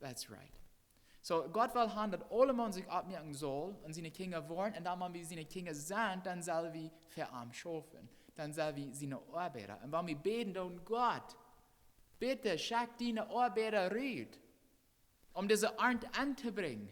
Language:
Plautdietsch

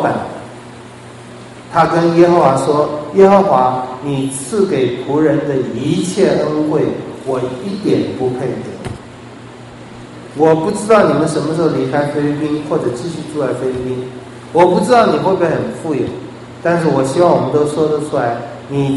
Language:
Chinese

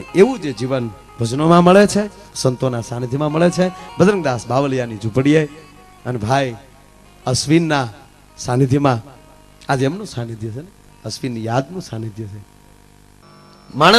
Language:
Gujarati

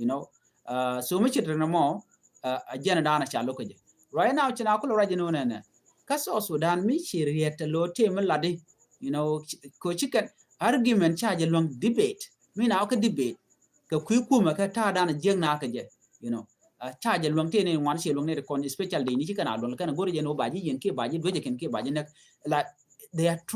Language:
Nuer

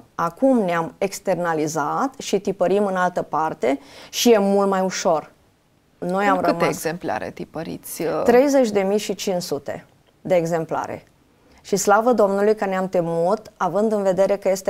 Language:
Romanian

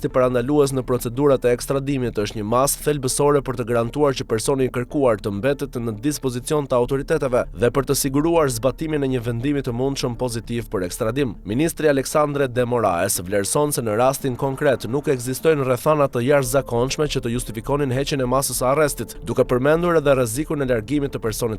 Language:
Albanian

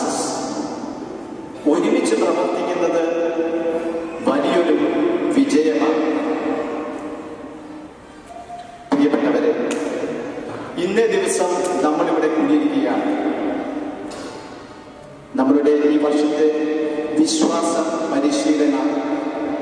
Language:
Malayalam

